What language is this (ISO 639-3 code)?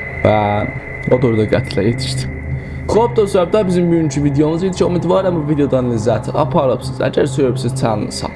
azb